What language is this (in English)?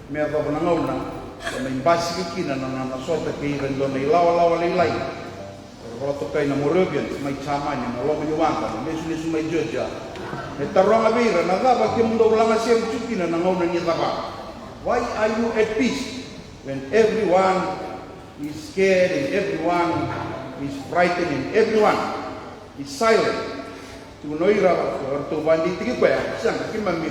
Fijian